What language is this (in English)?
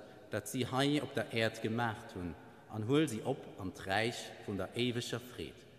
Luxembourgish